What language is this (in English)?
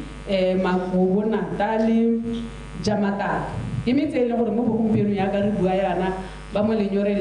Tswana